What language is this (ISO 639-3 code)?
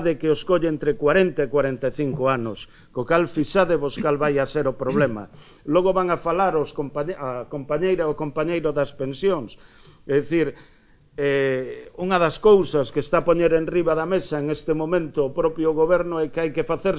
glg